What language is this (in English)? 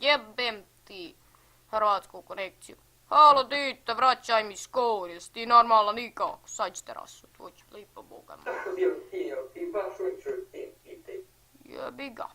Bosnian